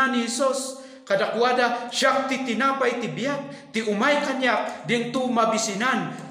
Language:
Iloko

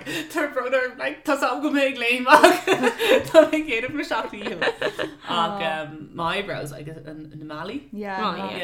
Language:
Irish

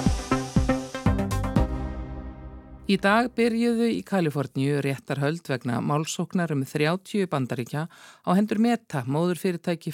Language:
Icelandic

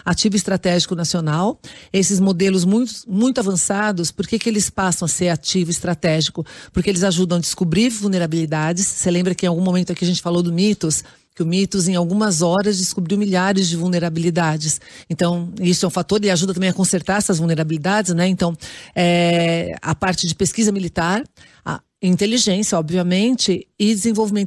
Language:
Portuguese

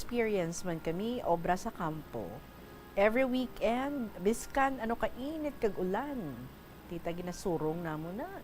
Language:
Hiligaynon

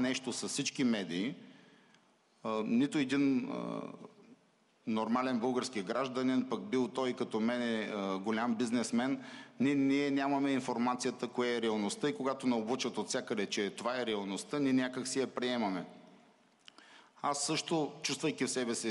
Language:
Bulgarian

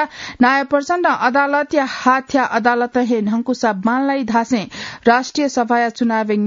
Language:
Newari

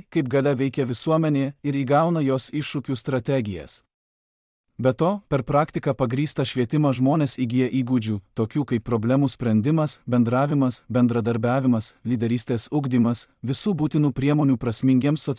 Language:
Lithuanian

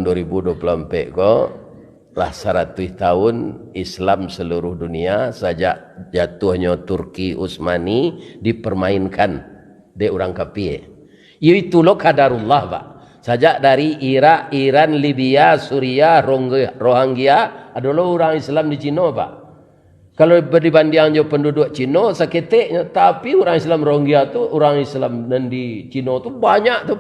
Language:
Minangkabau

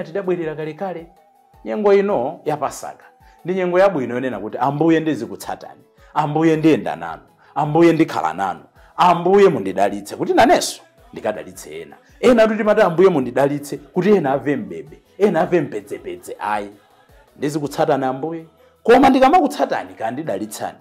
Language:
Nyanja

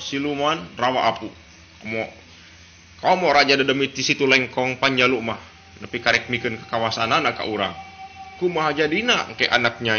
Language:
Sundanese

